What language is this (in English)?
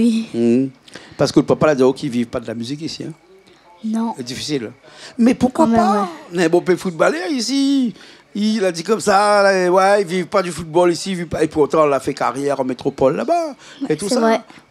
Réunion Creole French